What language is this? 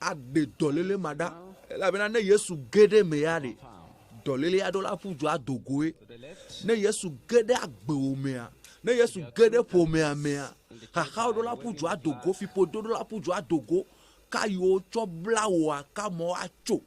Ewe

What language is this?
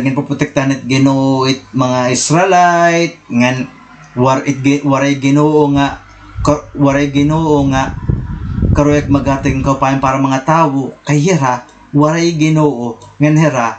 Waray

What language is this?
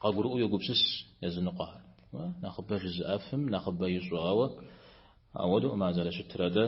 Kabardian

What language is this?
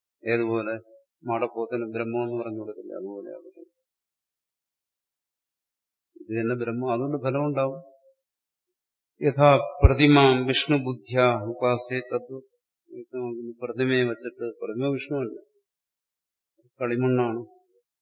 Malayalam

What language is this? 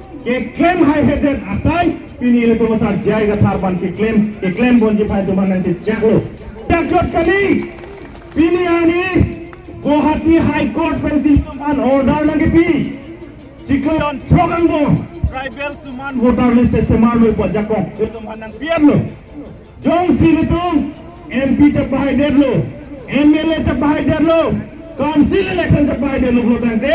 Karbi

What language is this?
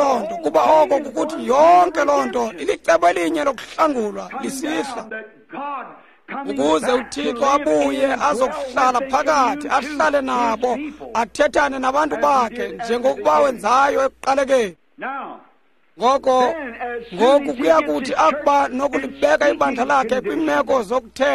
Xhosa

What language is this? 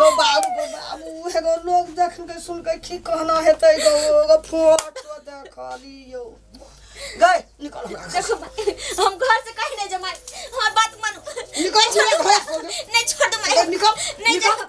Maithili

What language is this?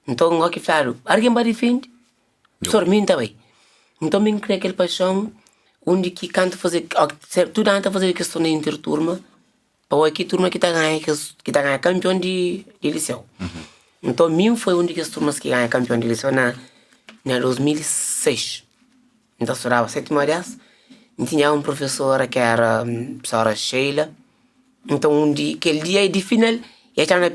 Kabuverdianu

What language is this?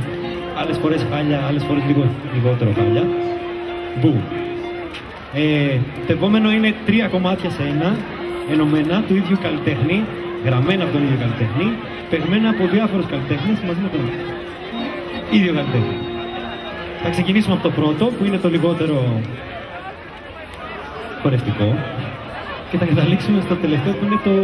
Greek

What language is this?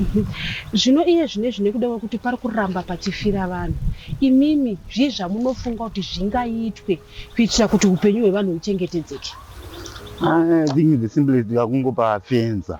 Shona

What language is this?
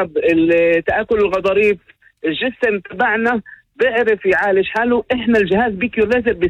North Levantine Arabic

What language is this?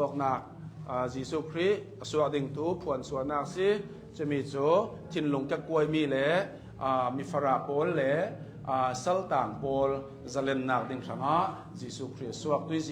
Hakha Chin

